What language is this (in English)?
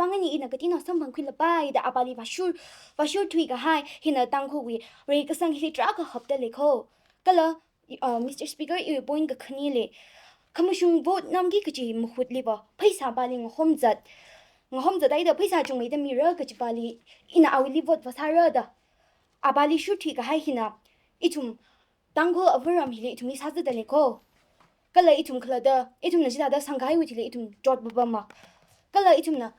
Tangkhul Naga (India)